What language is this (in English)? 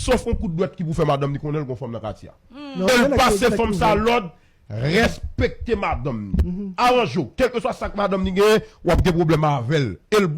Haitian Creole